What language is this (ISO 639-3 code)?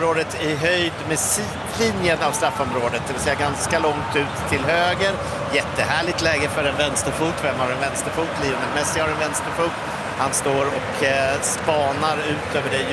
swe